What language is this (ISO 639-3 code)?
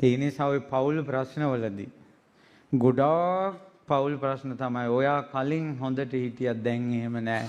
sin